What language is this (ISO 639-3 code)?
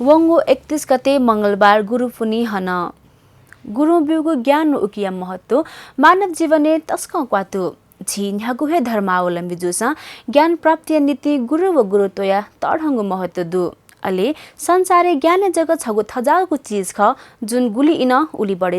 new